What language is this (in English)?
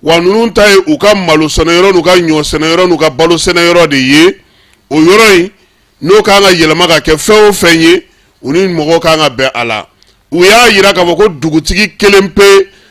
Bambara